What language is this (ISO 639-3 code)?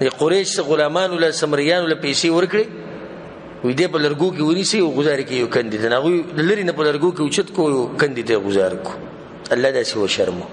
pus